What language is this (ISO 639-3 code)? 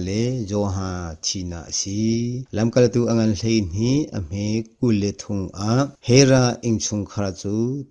cnh